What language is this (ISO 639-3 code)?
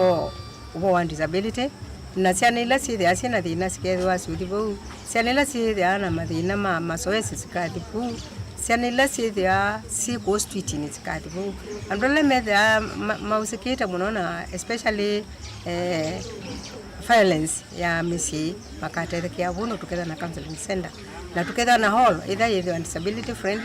kam